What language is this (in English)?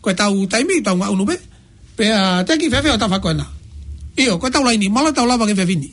Tongan